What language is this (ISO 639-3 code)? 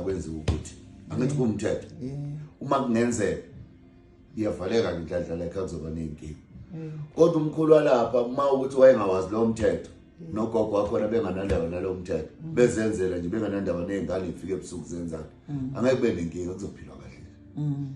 zul